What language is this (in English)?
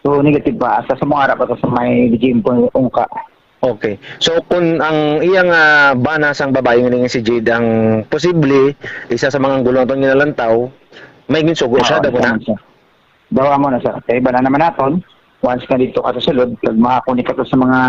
Hiligaynon